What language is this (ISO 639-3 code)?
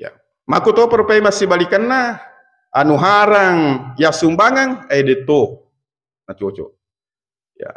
bug